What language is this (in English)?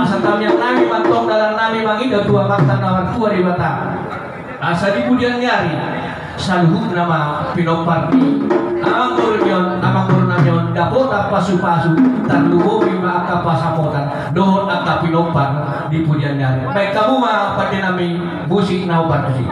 Batak Toba